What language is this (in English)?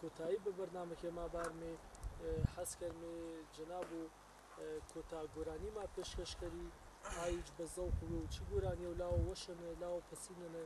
Gurani